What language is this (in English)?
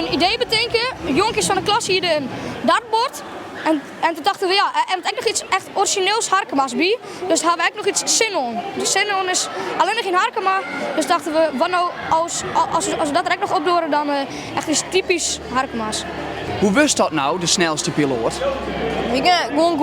Western Frisian